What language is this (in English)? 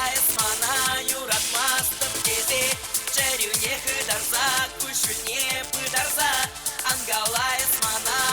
Chuvash